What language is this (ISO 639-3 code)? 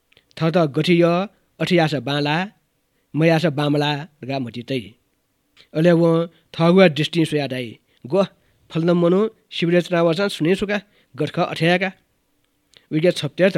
new